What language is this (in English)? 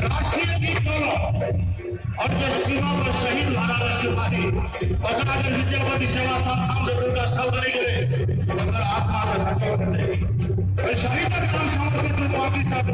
Maithili